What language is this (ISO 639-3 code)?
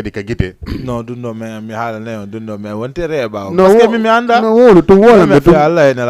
ful